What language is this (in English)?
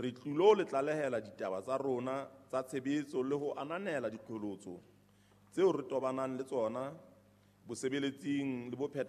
Southern Sotho